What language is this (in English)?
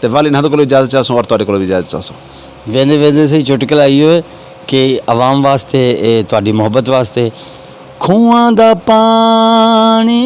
Saraiki